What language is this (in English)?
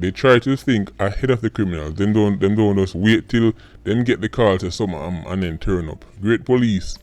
Jamaican Creole English